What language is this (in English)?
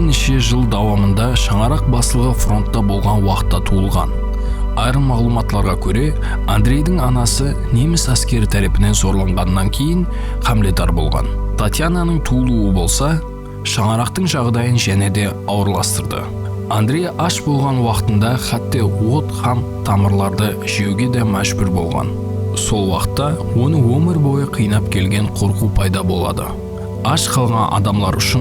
Kara-Kalpak